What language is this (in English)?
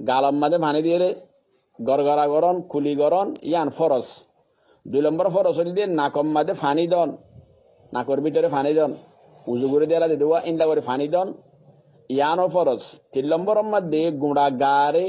Rohingya